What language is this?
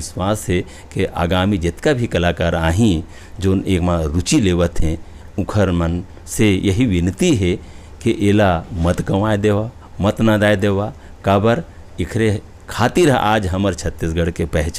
Chhattisgarhi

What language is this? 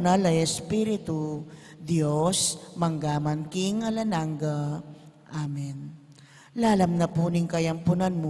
Pampanga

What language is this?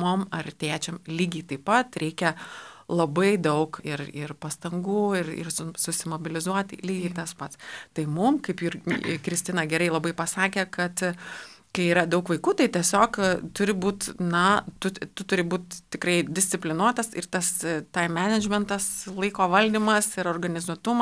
Lithuanian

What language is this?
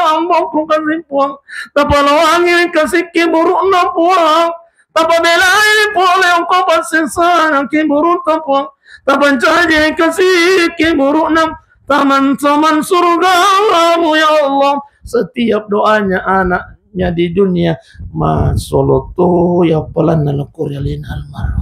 Buginese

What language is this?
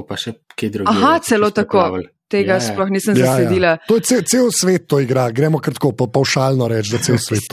Slovenian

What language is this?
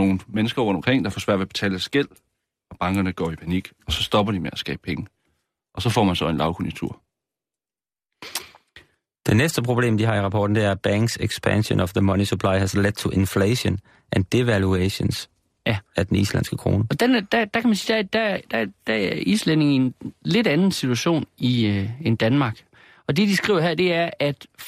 Danish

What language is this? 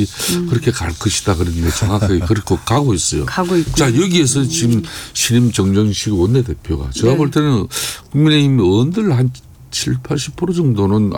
Korean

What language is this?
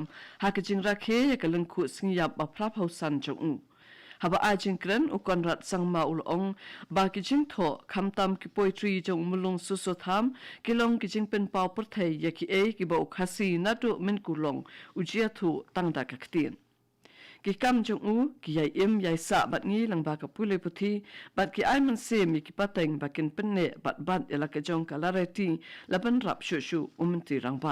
Khasi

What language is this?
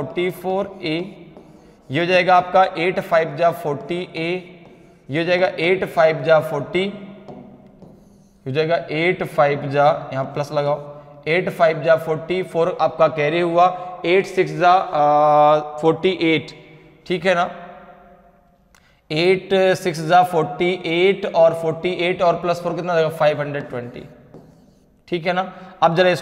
Hindi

